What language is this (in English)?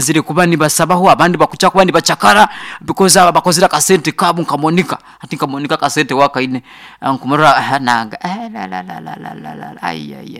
Nyoro